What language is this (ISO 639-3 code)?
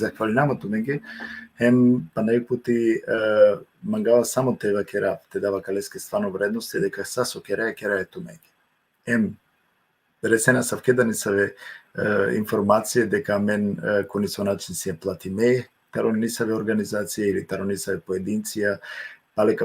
rmn